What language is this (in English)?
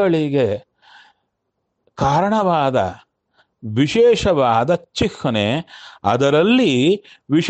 Kannada